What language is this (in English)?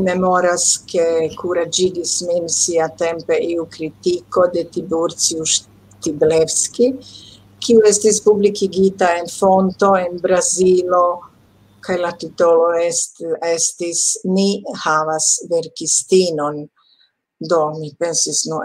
Esperanto